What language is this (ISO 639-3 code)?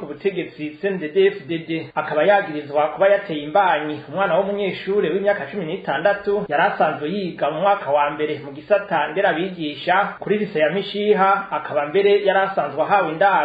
run